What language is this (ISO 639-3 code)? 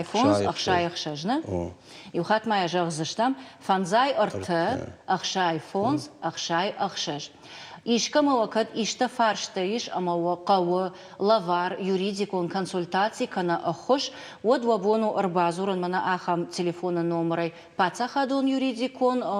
oss